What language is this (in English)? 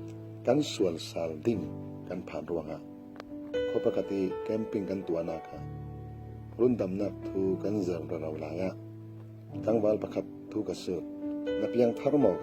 Falam Chin